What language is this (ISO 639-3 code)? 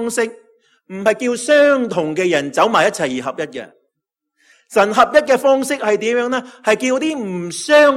yue